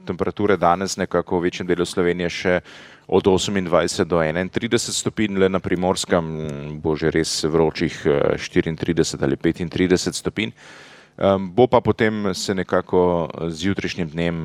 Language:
Slovenian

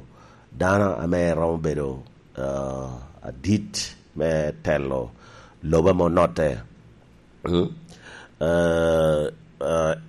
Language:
Lango (Uganda)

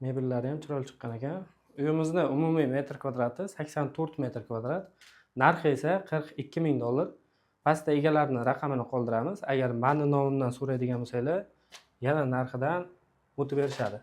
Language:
Uzbek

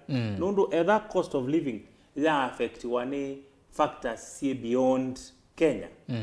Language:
Kamba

